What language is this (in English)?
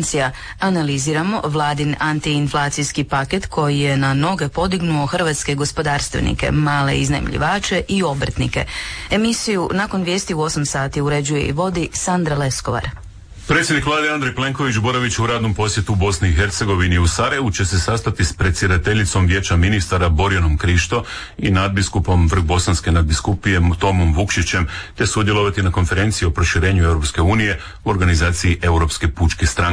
Croatian